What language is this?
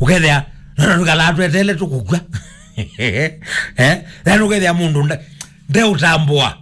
Kamba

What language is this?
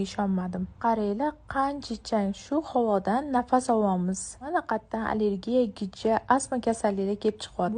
Uzbek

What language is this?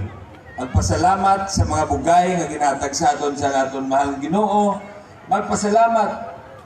Hiligaynon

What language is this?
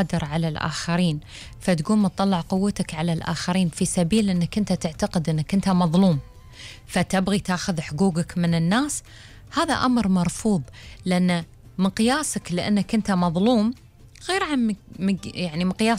Gulf Arabic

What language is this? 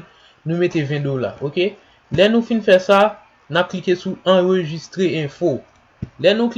Haitian Creole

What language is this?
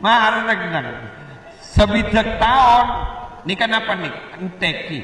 Madurese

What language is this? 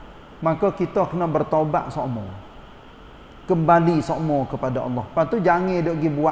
Malay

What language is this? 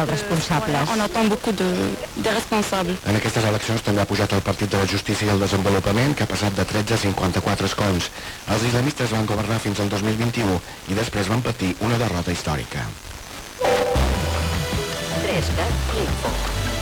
Catalan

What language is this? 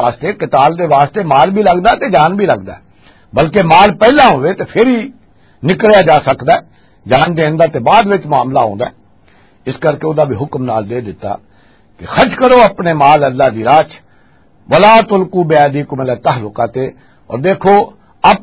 Western Panjabi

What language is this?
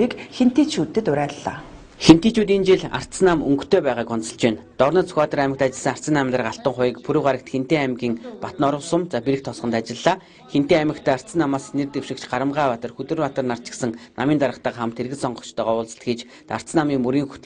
Mongolian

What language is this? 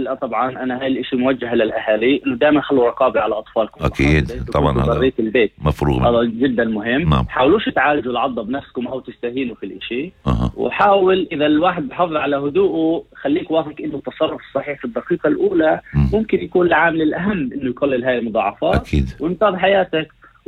North Levantine Arabic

